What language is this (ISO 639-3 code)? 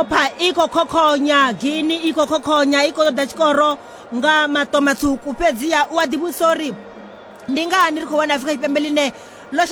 ven